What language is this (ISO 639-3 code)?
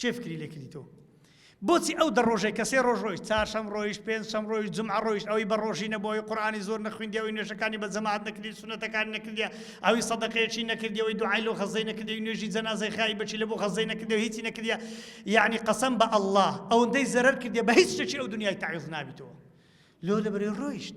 ckb